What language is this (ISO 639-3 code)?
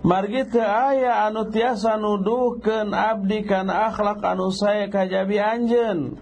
sun